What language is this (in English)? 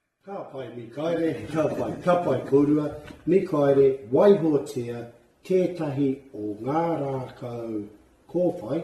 Māori